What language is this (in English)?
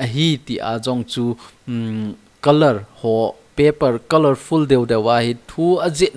Thado Chin